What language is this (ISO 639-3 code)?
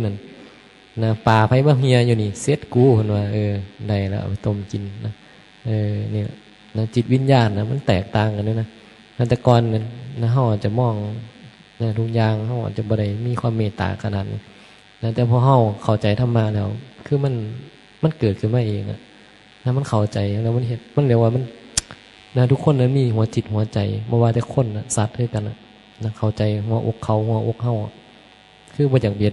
tts